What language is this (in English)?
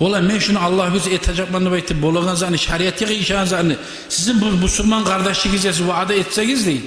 Kumyk